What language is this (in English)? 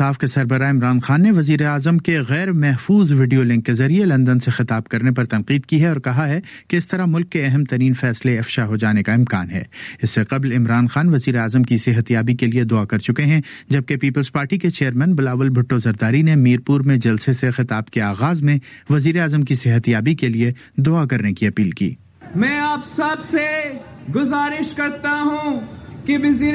Urdu